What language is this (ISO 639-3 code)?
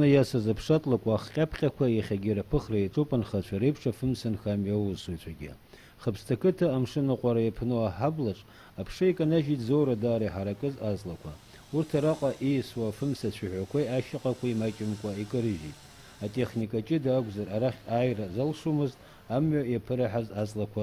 abk